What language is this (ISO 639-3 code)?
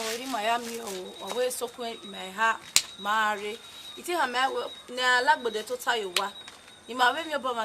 bin